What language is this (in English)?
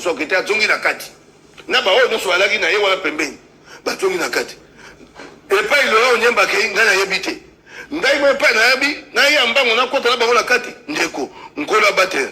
Lingala